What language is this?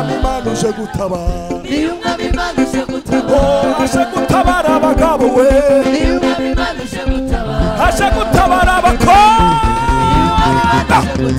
Kinyarwanda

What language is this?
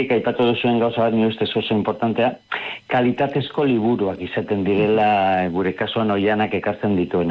Basque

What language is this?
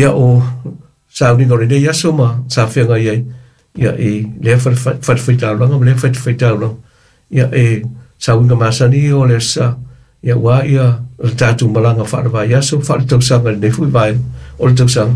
Samoan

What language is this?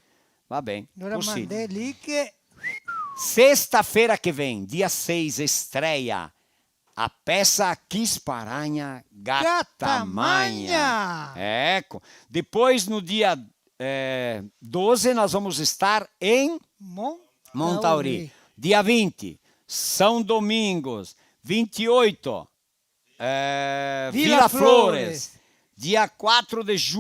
Venetian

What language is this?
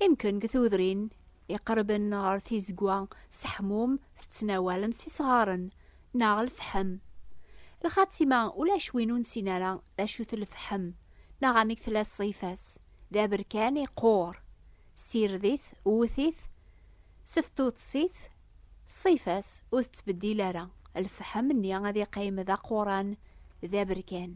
Kabyle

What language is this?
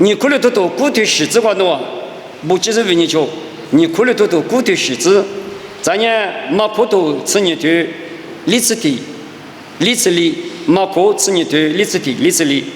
Lisu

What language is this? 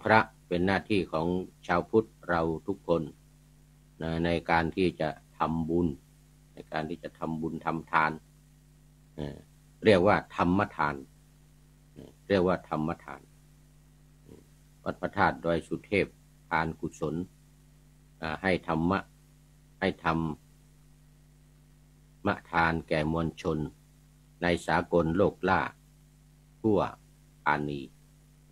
Thai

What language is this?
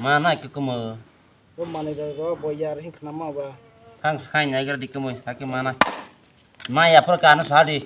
Kok Borok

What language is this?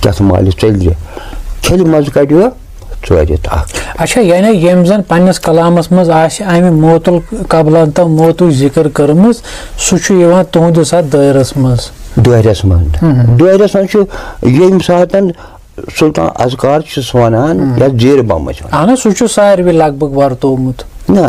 Kashmiri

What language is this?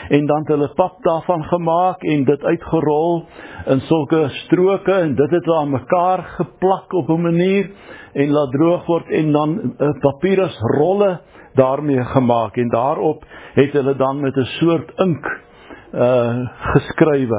Afrikaans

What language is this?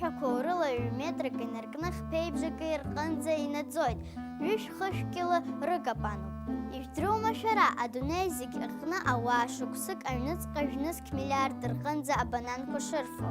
Abkhazian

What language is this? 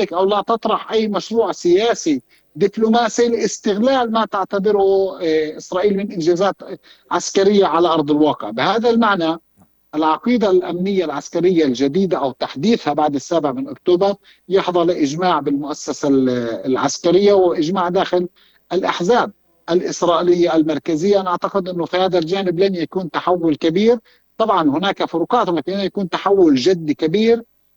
Arabic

